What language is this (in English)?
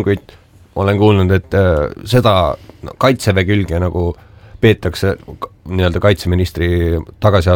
Estonian